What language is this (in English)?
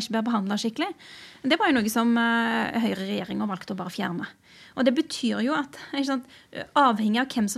Norwegian